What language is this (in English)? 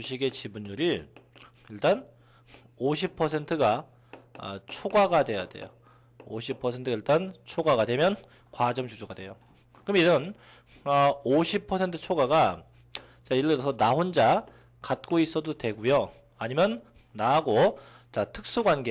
Korean